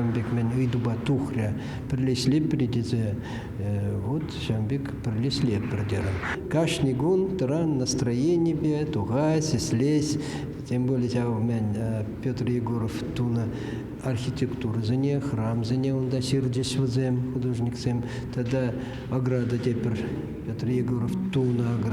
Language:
Chuvash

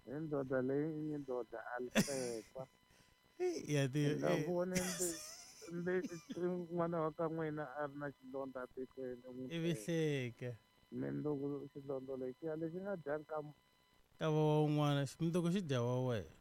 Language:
Tsonga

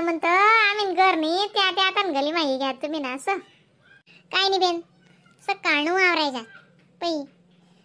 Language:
Khandesi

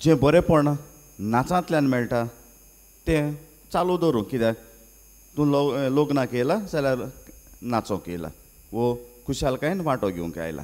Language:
Konkani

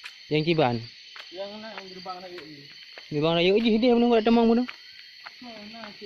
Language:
Achinese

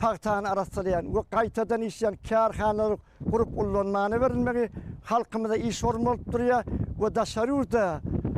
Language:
Turkmen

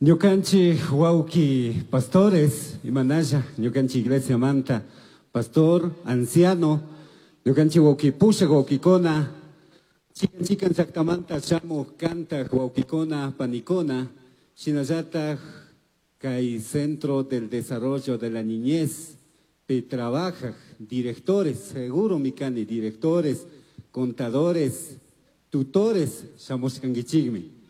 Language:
Chimborazo Highland Quichua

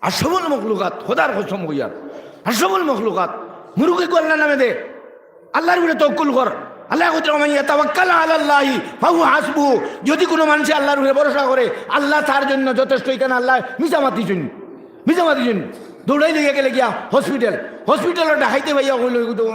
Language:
Sylheti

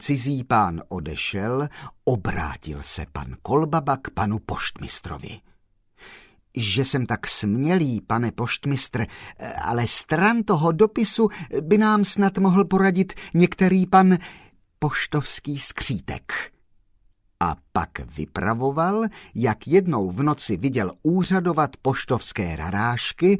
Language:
Czech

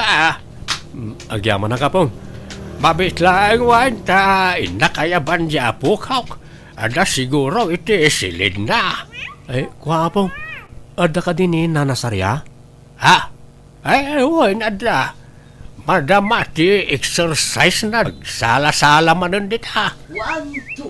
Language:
Iloko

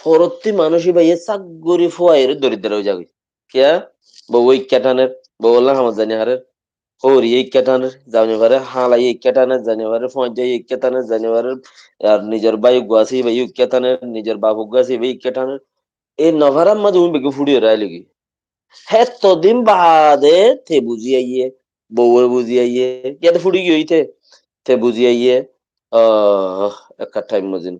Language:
Rohingya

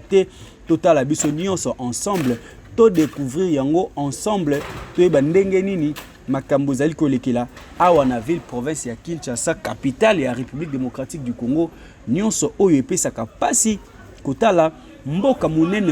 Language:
Lingala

